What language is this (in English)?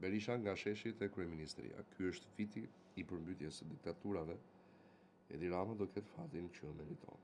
Albanian